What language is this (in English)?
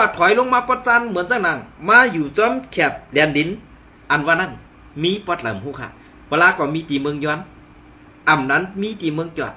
Shan